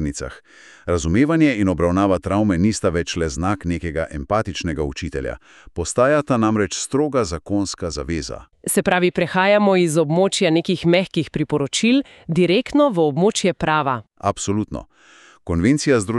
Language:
Slovenian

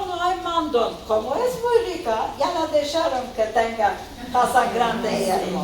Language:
Ladino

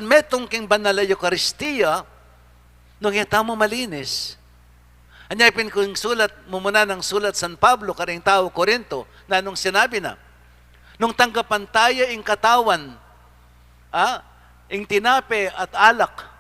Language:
Pampanga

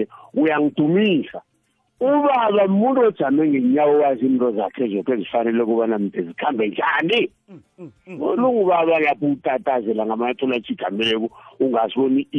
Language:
South Ndebele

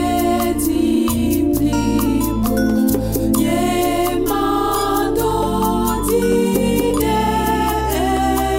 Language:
Ewe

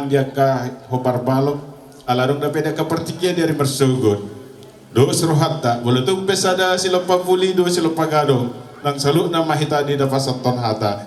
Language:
Batak Toba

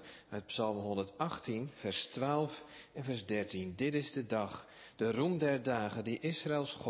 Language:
Dutch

